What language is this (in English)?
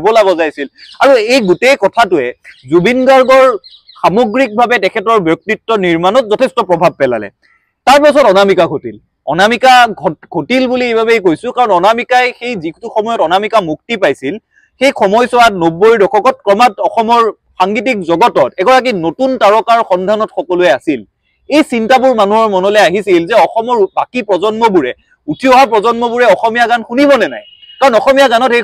Assamese